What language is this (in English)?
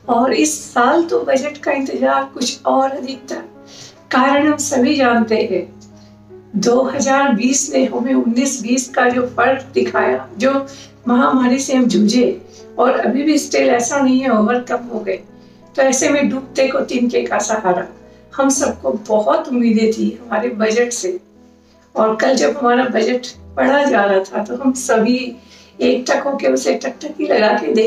Hindi